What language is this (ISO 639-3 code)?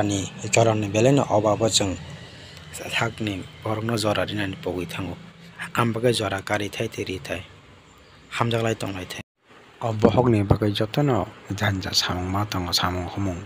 trp